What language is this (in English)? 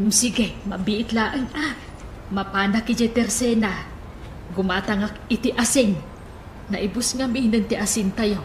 Iloko